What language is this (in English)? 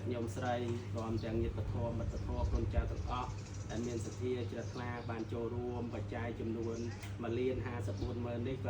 Khmer